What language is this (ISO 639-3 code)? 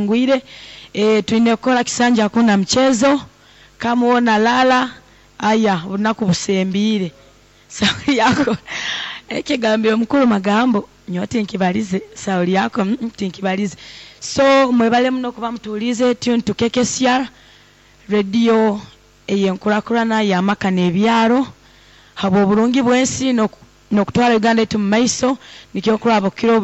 nyn